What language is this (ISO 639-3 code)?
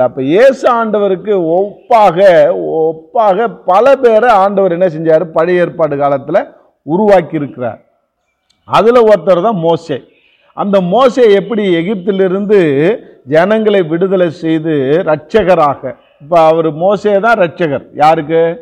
tam